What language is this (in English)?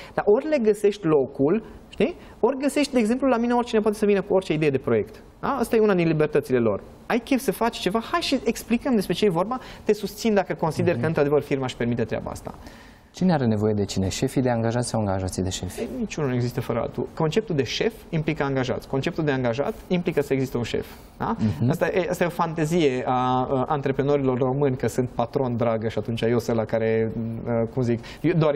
Romanian